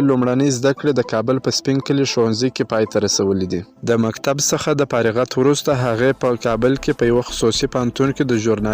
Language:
Pashto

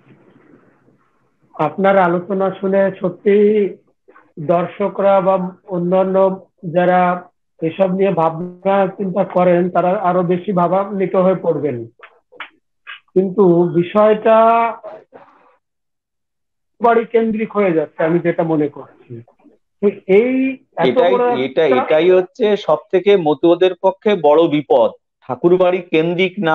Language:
Bangla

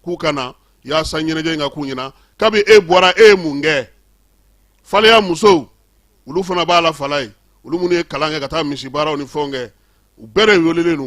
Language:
Bambara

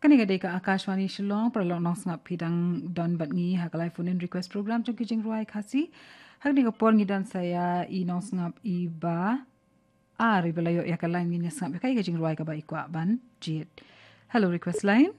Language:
Khasi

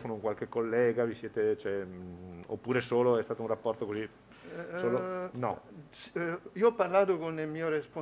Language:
Italian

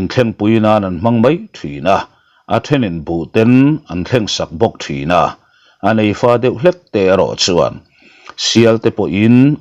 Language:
Mizo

